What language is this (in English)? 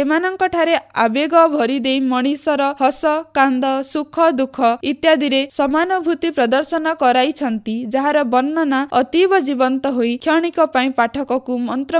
Odia